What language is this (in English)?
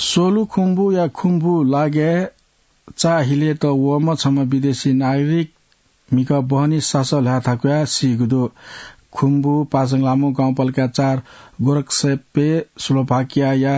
Newari